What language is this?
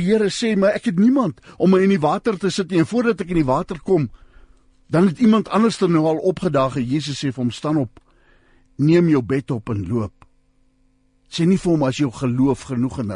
Afrikaans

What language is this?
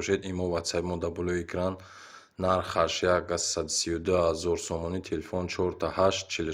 Tajik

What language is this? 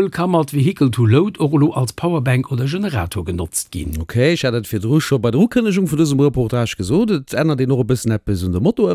Luxembourgish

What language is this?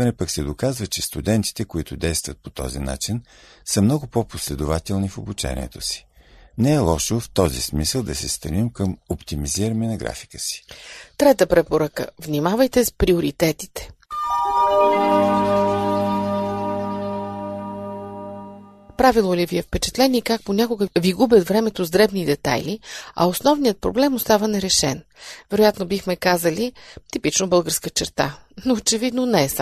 Bulgarian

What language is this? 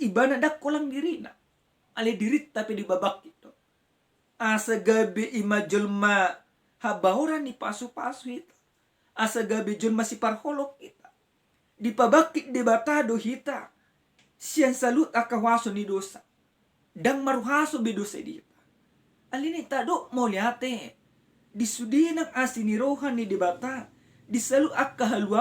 Batak Toba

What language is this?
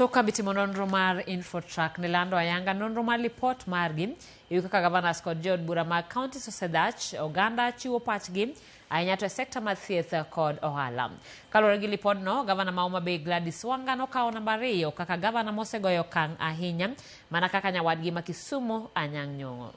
Luo (Kenya and Tanzania)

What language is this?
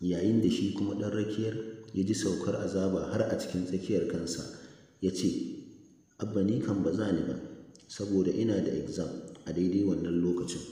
Hausa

